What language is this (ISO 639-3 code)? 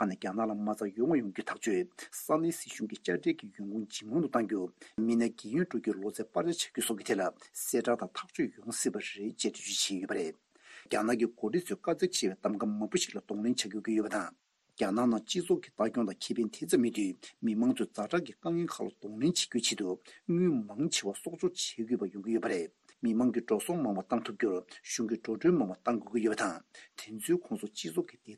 bod